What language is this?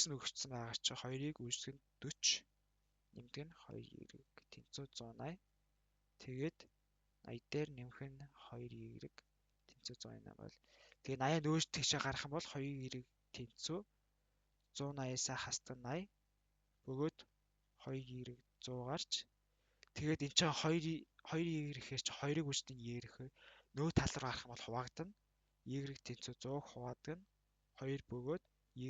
Mongolian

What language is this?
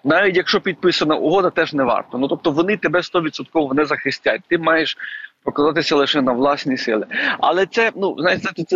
Ukrainian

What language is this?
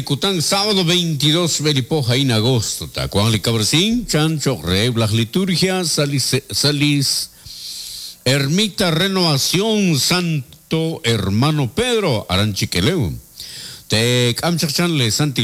Kekchí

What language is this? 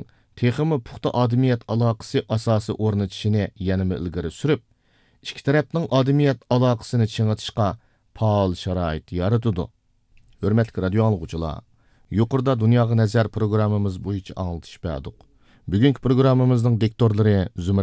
Uyghur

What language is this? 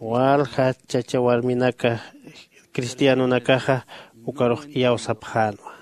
Aymara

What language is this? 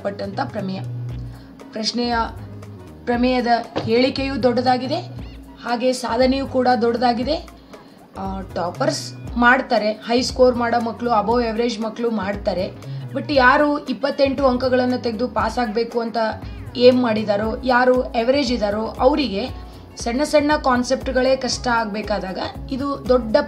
Kannada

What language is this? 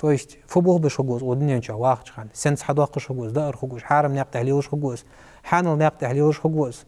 Ingush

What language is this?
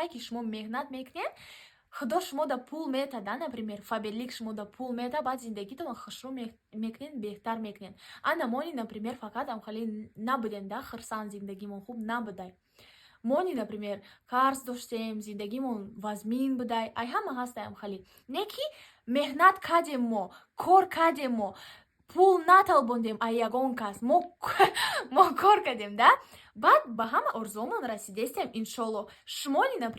Tajik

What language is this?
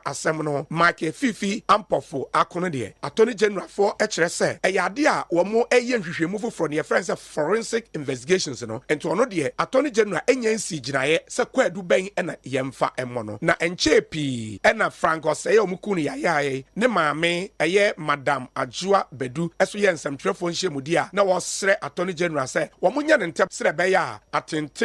Akan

